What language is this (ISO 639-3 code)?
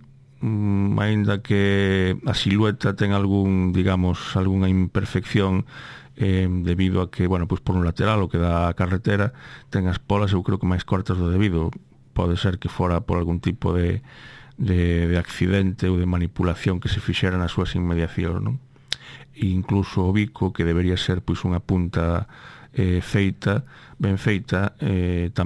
glg